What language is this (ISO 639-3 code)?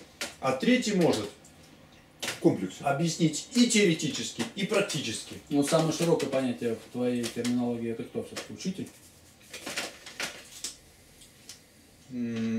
rus